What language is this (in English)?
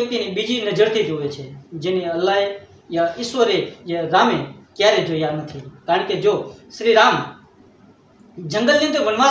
Gujarati